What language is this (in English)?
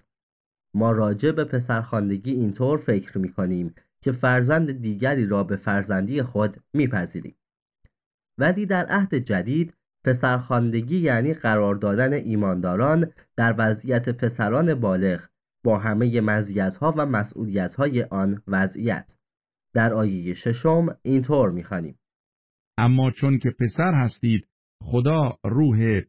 Persian